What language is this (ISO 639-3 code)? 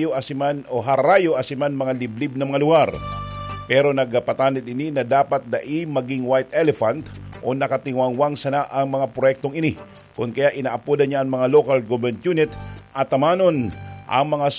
bik